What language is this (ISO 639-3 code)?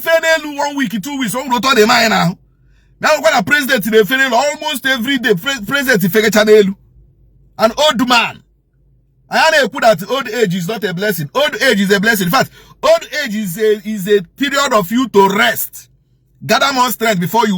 ibo